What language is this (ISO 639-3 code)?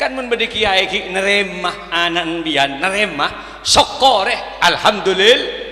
mad